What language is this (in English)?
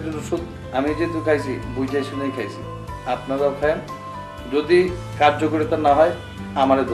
Bangla